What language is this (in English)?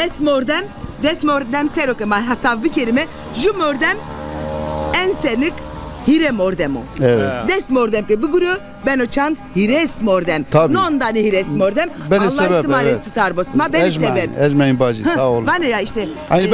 Zaza